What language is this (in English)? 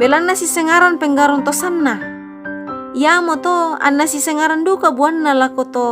Toraja-Sa'dan